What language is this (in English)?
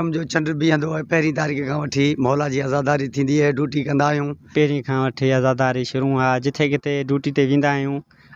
Sindhi